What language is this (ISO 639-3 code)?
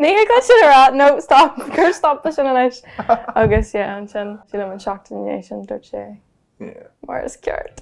gle